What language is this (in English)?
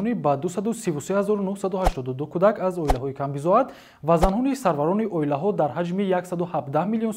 Tajik